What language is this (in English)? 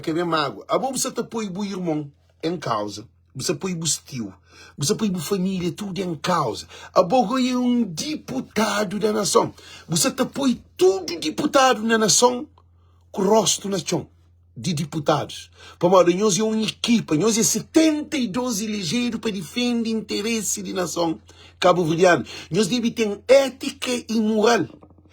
Kabuverdianu